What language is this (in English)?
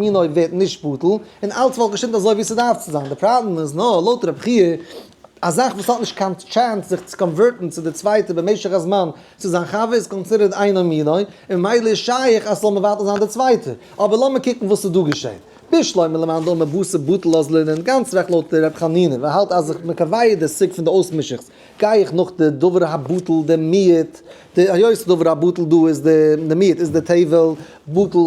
Yiddish